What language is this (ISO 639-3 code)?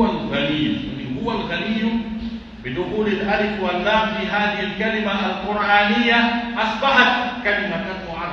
fuf